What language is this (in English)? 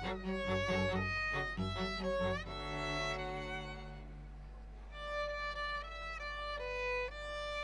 Serbian